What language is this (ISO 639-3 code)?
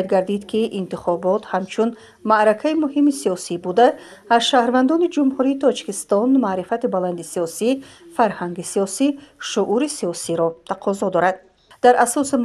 tgk